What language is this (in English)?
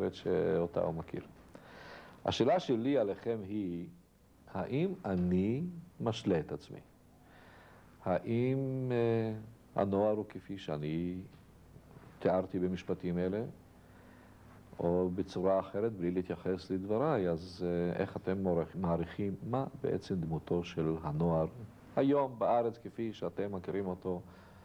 Hebrew